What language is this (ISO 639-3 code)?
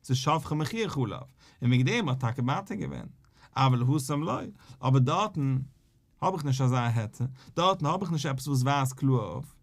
yid